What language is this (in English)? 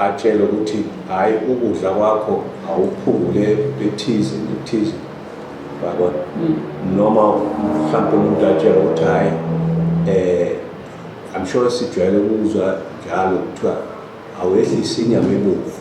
Zulu